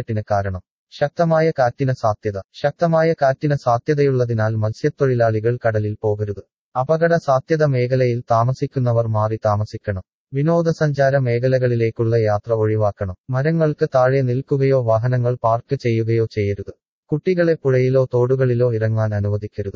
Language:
Malayalam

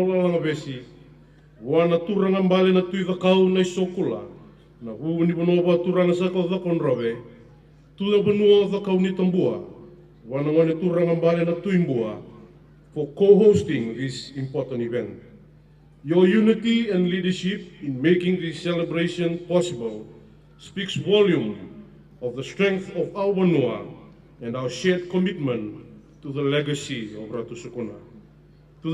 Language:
Fijian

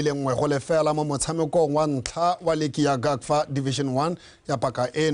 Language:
Tswana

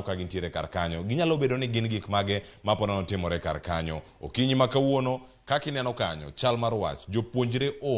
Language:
Luo (Kenya and Tanzania)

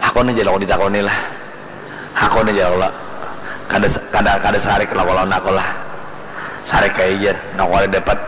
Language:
Banjar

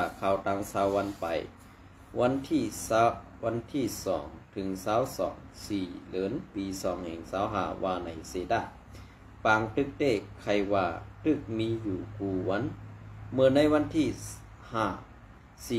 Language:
Shan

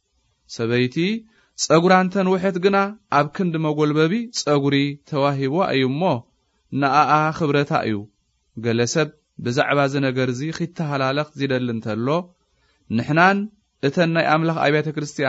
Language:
Tigrinya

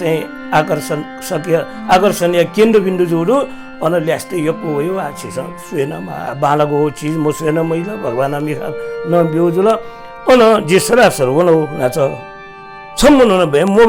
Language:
Newari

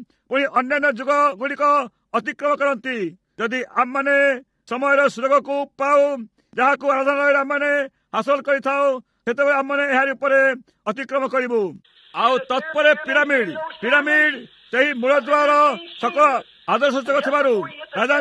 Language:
Odia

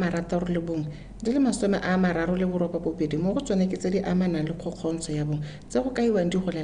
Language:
Tswana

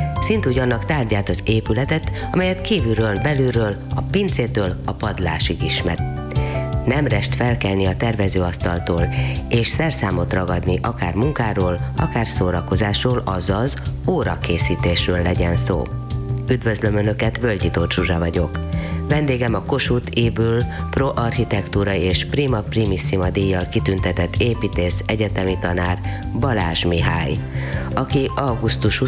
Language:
Hungarian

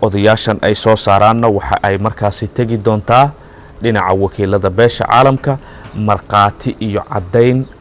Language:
Somali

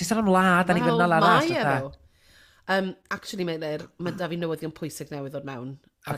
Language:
Welsh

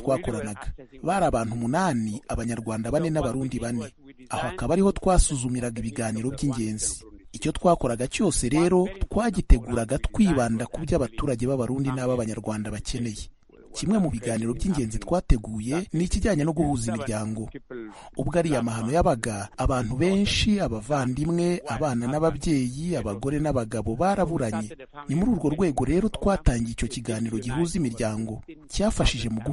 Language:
Kinyarwanda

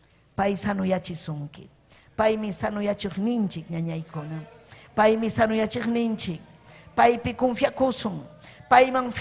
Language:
Ayacucho Quechua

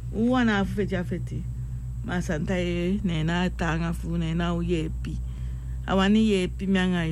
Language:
Sranan Tongo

